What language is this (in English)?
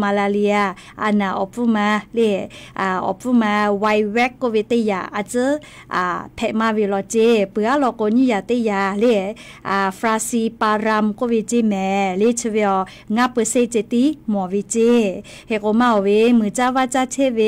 Lahu